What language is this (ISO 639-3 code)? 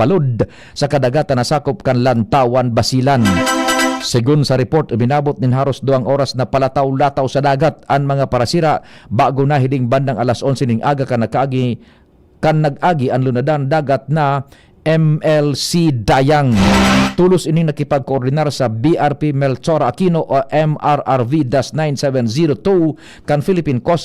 bik